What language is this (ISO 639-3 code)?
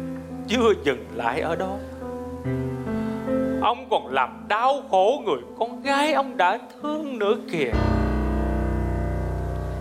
vie